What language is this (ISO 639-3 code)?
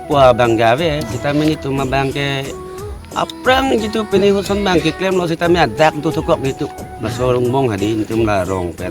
mjw